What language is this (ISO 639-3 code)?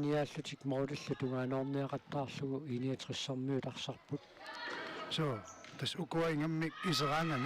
kal